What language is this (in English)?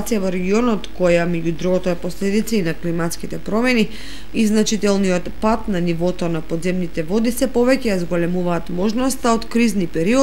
Macedonian